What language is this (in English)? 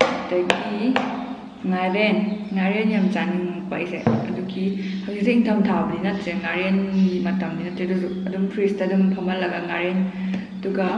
Manipuri